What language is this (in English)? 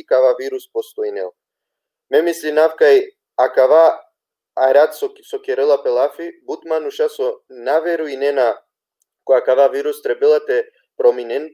Balkan Romani